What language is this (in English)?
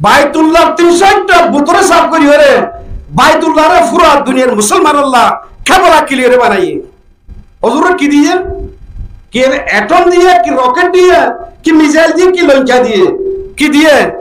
Rohingya